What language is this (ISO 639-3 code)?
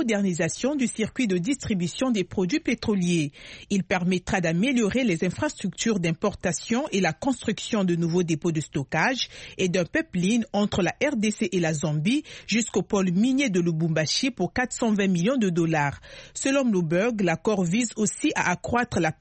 fra